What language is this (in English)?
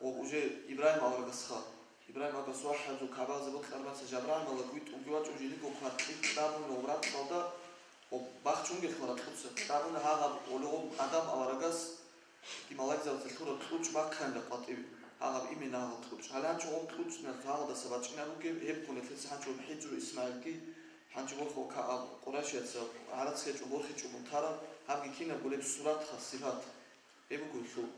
Avaric